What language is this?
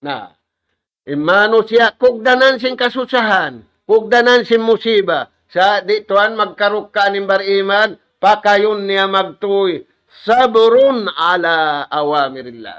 Tausug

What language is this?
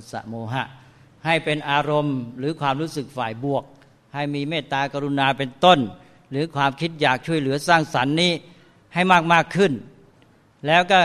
Thai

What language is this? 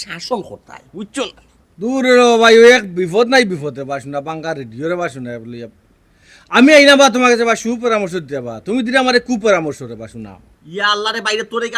Sylheti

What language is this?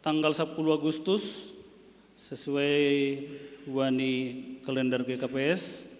Batak Simalungun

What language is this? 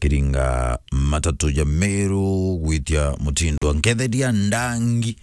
Meru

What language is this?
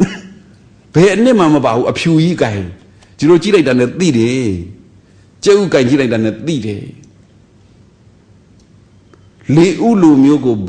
Burmese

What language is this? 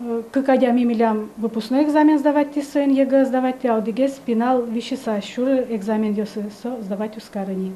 Udmurt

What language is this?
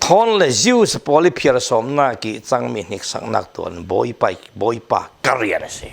Falam Chin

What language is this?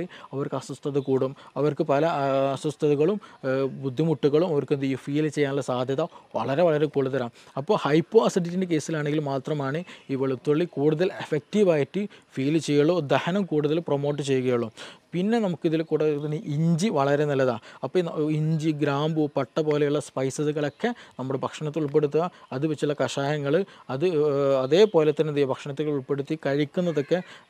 Malayalam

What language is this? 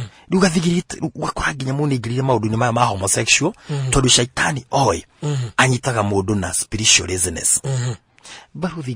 Kikuyu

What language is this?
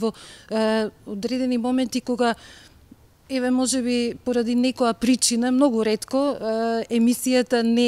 Macedonian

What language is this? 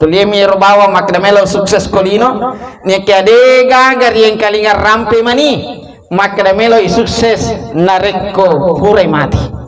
Buginese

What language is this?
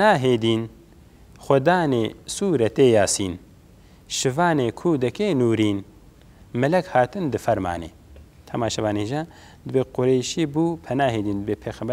Kurdish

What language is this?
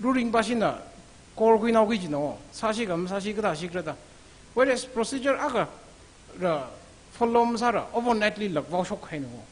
Tangkhul Naga (India)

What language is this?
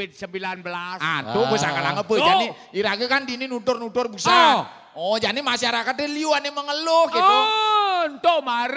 Balinese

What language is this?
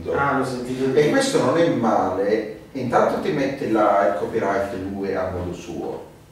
Italian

